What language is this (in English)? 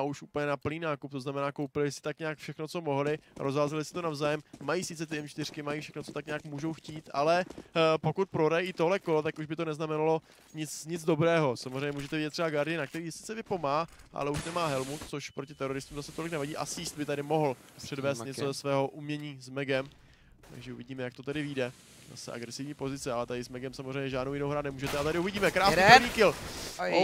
Czech